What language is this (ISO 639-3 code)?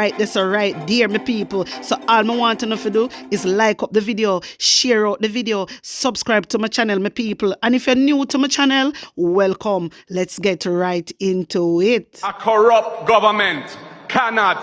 jam